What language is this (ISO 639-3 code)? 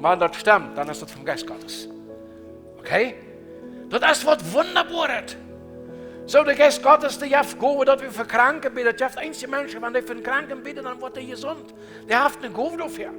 pdt